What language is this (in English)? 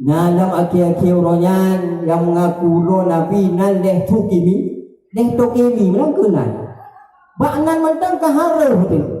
Achinese